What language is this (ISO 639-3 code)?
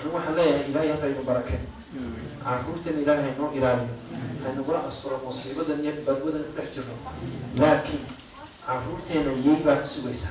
som